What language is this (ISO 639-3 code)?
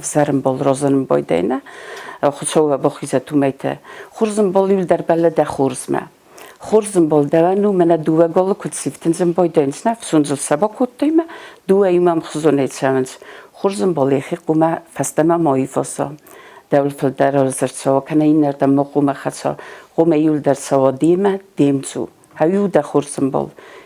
oss